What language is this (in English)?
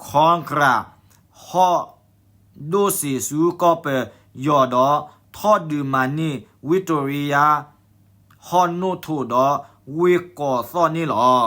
S'gaw Karen